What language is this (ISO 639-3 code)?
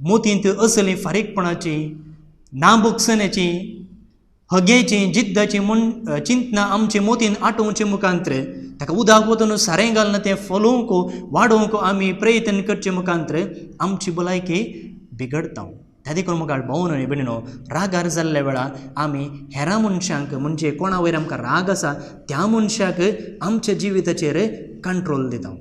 kok